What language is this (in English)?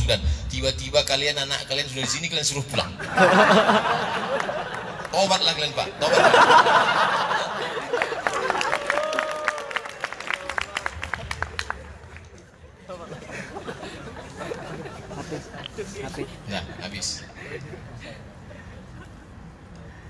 Indonesian